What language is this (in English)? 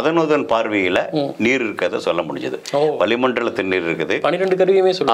Tamil